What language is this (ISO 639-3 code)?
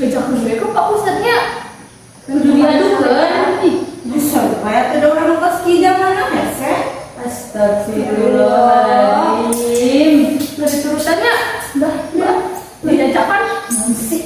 sun